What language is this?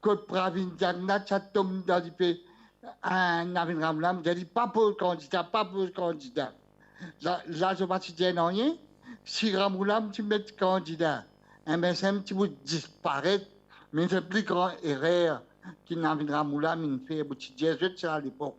Morisyen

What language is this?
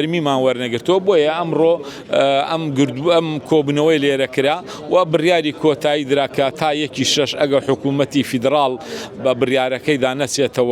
Central Kurdish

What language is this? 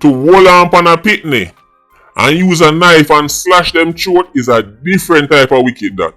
Jamaican Creole English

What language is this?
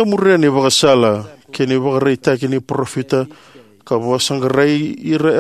Fijian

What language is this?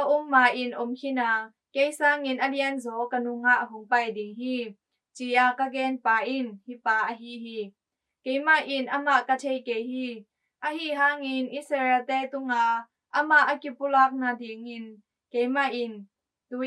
Tedim Chin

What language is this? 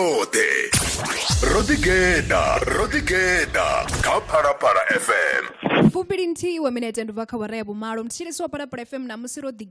Venda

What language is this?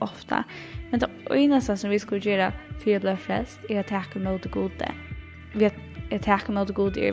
Faroese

